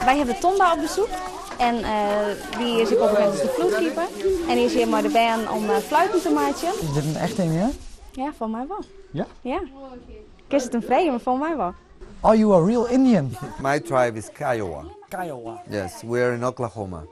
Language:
Western Frisian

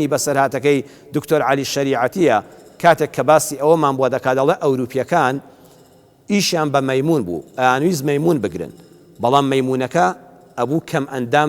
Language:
Central Kurdish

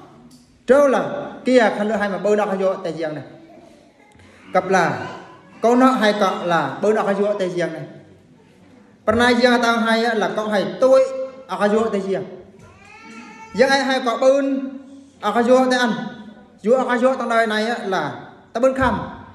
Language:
Eastern Bru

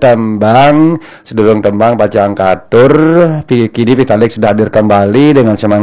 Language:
Balinese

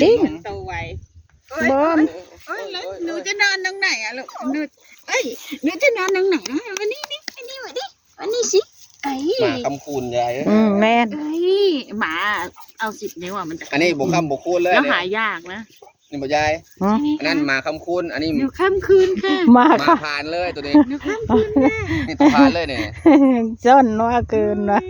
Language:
Northeastern Thai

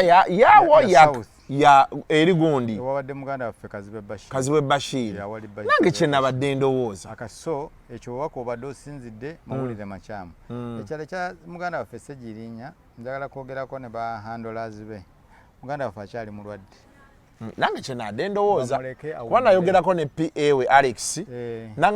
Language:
Ganda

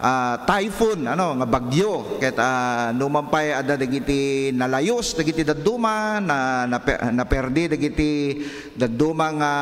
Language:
Iloko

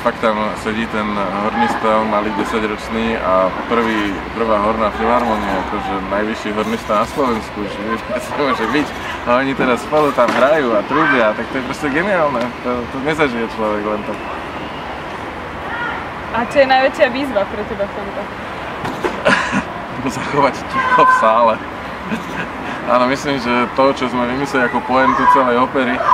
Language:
Slovak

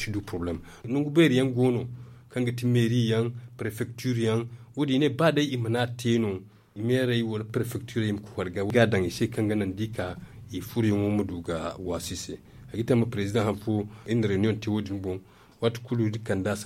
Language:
Zarma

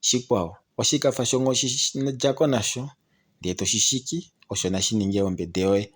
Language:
Kuanyama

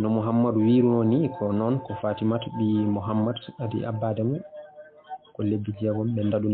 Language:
Fula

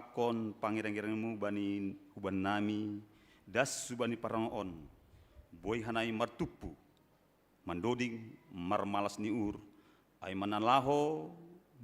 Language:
Batak Simalungun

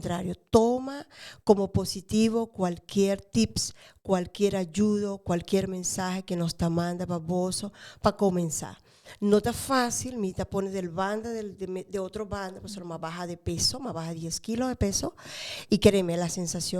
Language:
Papiamento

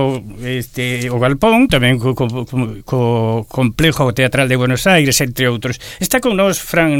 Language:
Galician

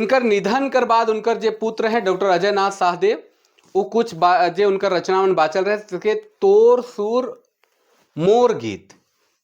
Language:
Sadri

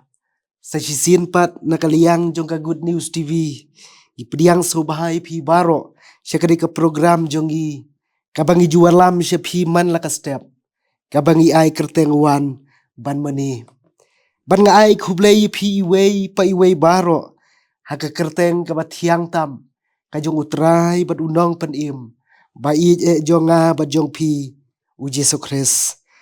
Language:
Khasi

